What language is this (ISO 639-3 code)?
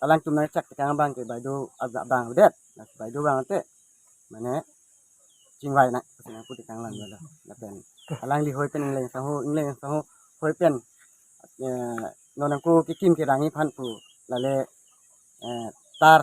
mjw